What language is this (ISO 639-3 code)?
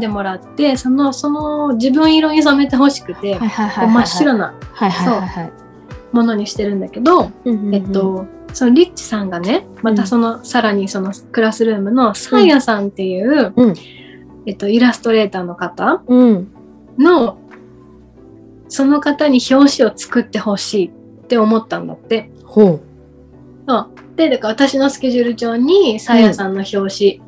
jpn